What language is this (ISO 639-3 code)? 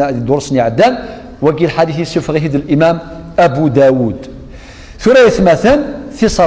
kab